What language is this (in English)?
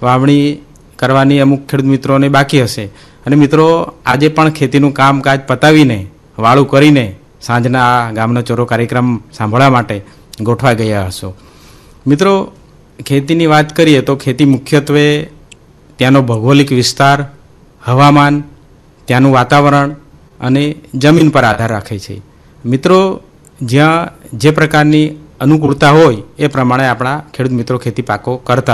Gujarati